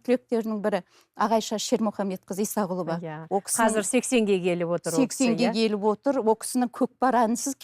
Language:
Kazakh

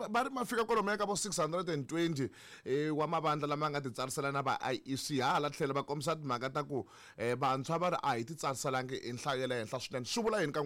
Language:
Tsonga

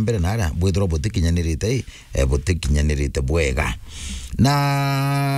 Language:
Meru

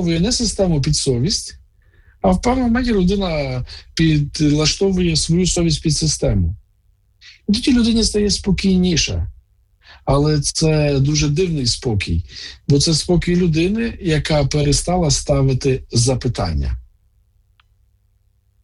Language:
Ukrainian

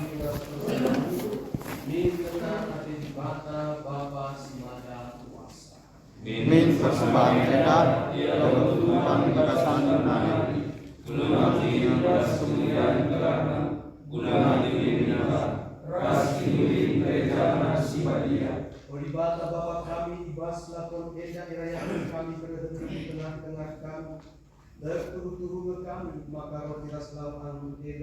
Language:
Batak Karo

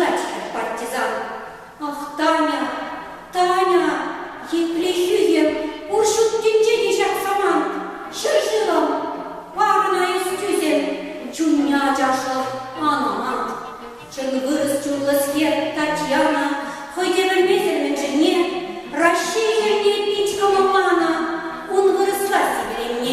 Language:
Chuvash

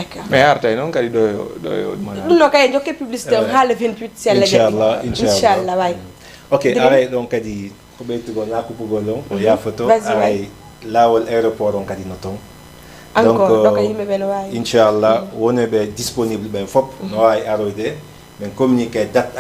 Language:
Fula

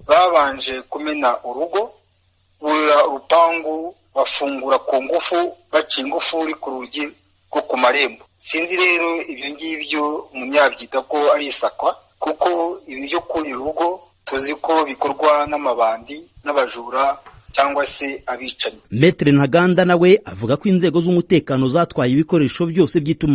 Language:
Kinyarwanda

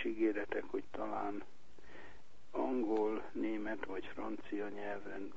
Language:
Hungarian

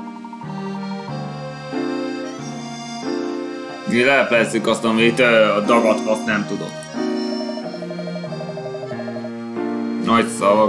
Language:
Hungarian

